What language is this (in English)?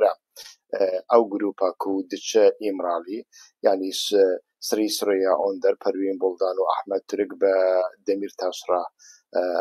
Central Kurdish